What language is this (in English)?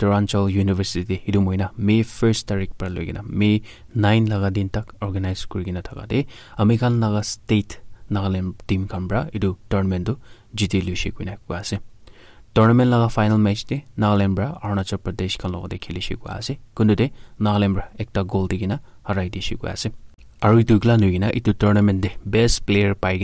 Naga Pidgin